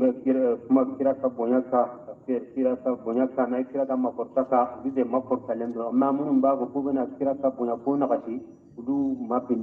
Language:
Bambara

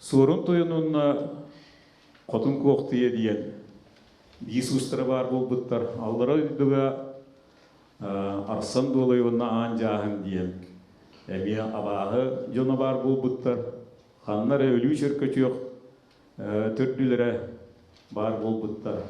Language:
Yakut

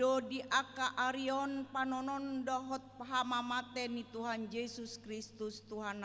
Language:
Batak Toba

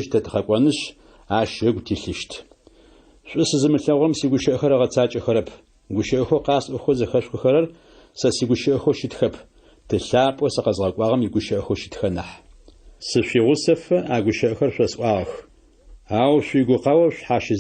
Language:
Adyghe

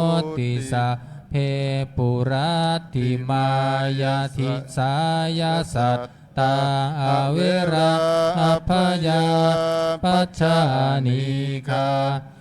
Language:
Pali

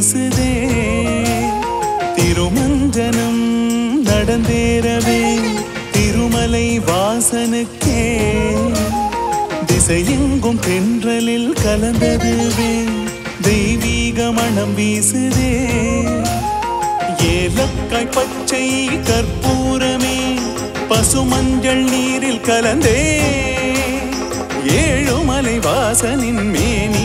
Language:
Tamil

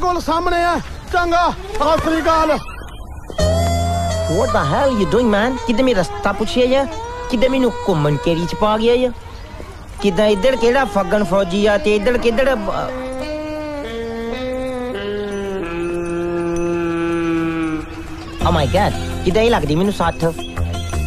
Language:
Punjabi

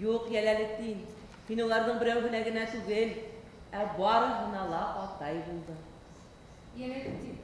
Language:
Bashkir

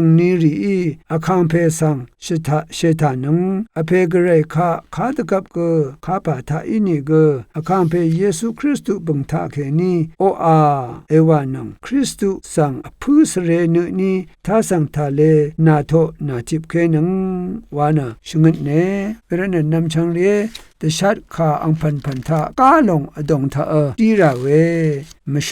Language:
Rawang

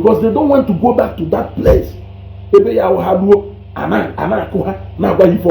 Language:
Igbo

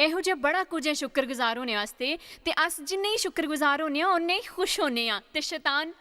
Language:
Dogri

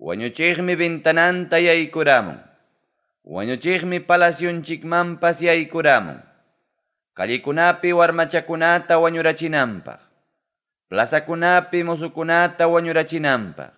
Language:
Ayacucho Quechua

